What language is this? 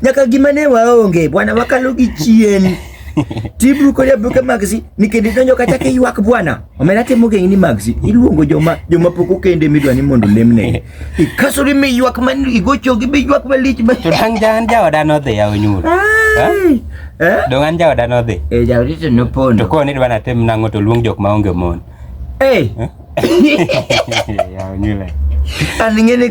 Luo (Kenya and Tanzania)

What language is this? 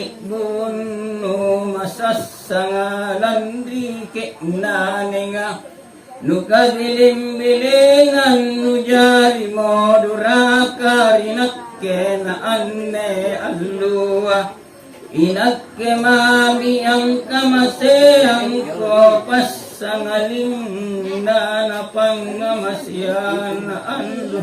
Makasar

